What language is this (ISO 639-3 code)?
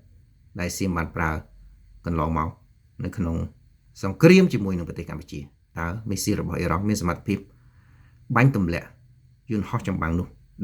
khm